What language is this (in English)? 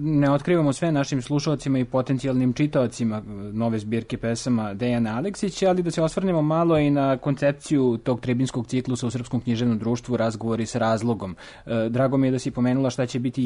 Serbian